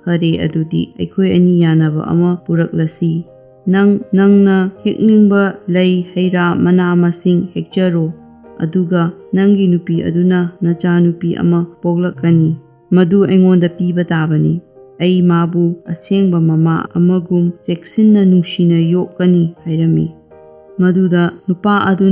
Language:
Manipuri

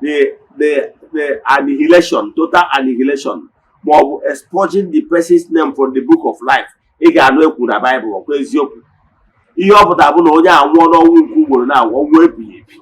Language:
Igbo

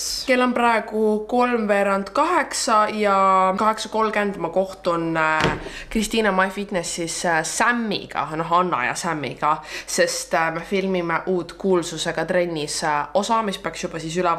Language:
Estonian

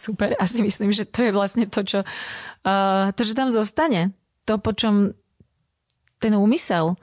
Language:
Slovak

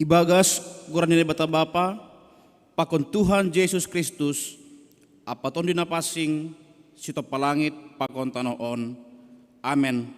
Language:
Batak Simalungun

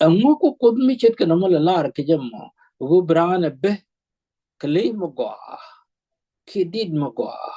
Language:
Nuer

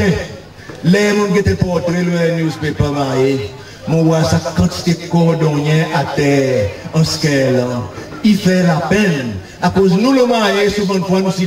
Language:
Seselwa Creole French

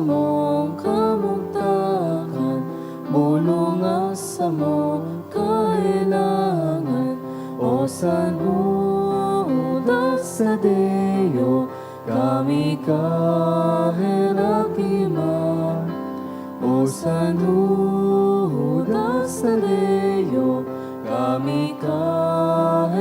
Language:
Bikol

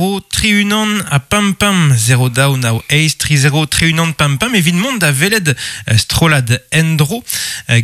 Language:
Breton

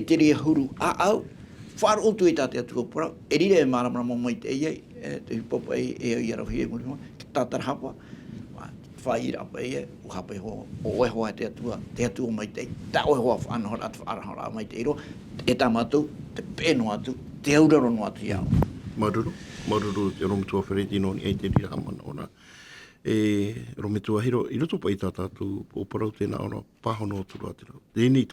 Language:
Tahitian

